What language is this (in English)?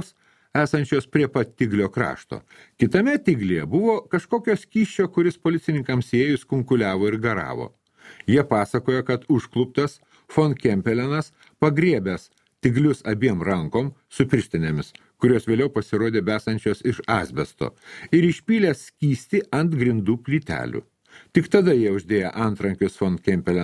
Lithuanian